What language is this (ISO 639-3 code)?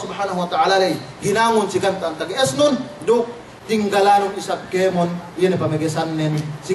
yka